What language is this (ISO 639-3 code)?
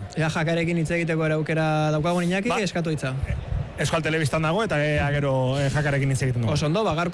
eus